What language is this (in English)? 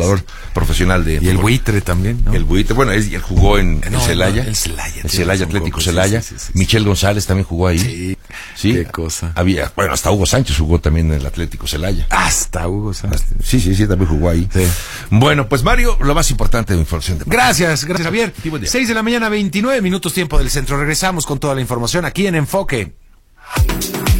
Spanish